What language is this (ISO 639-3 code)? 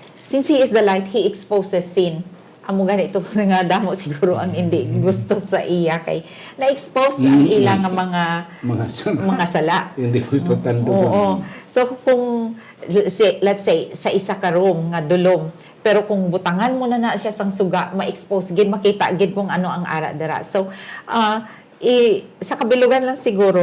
hil